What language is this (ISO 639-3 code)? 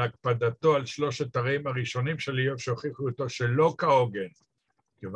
heb